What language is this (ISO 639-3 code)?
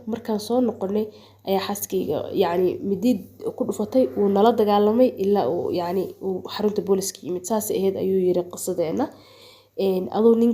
som